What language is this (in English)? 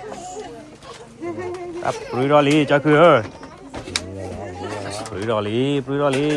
S'gaw Karen